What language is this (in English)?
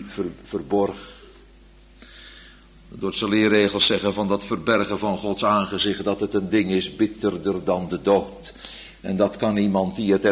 Dutch